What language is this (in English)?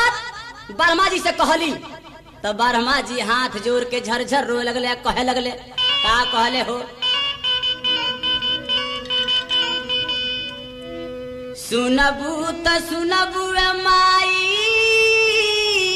Bhojpuri